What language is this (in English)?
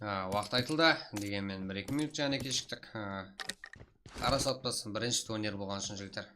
Kara-Kalpak